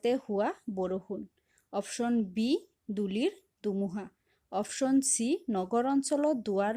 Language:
Assamese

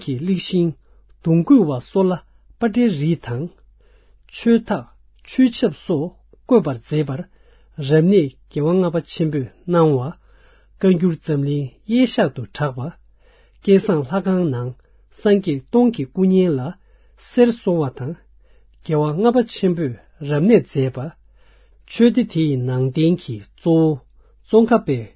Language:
Tibetan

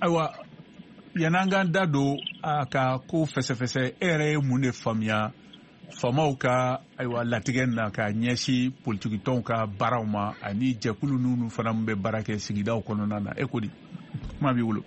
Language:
Bambara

